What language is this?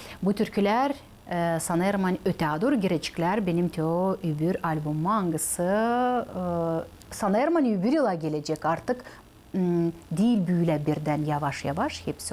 Gagauz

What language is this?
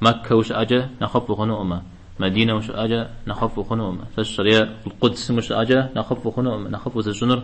Kabardian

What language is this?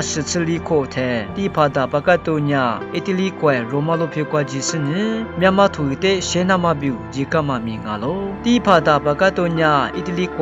Lisu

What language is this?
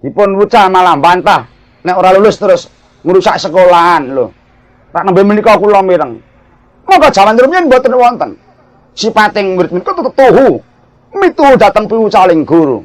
Javanese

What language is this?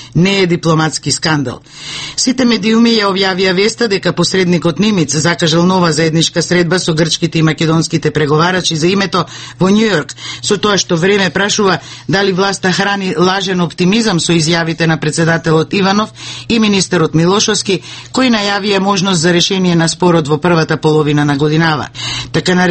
Macedonian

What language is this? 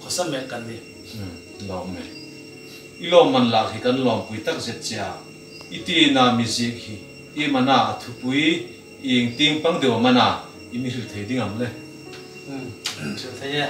Hmar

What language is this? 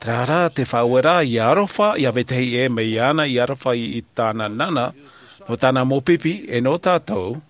Tahitian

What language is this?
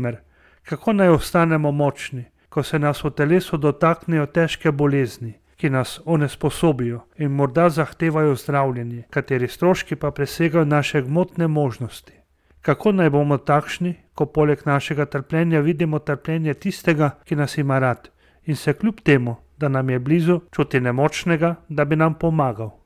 Slovenian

